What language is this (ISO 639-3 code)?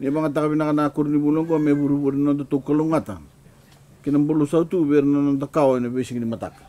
fij